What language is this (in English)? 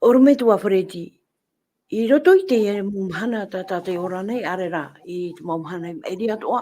Tahitian